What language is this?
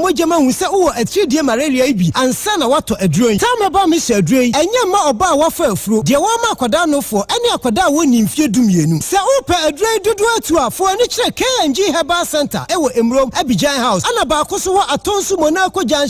Akan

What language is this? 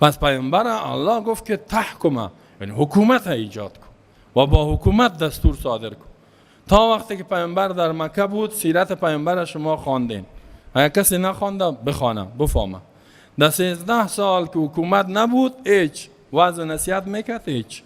Persian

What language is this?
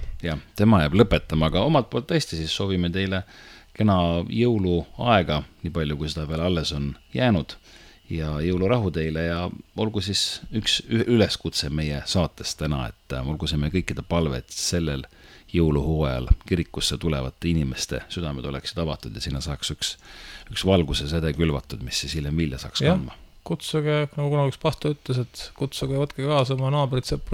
Estonian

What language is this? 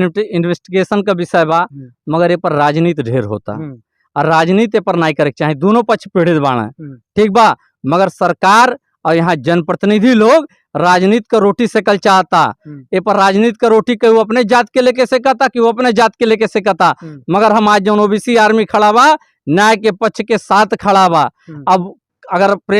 Bhojpuri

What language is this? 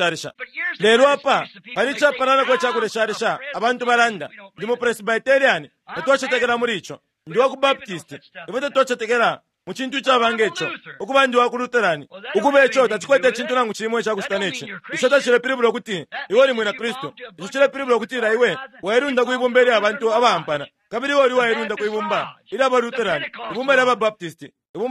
Bemba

